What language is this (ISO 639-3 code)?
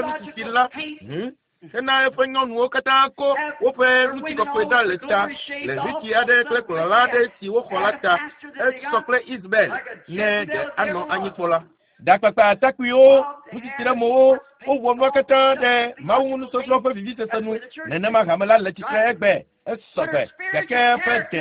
ewe